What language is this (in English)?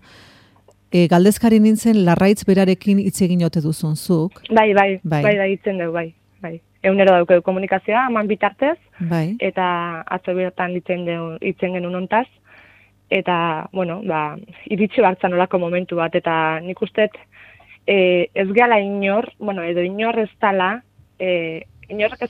Basque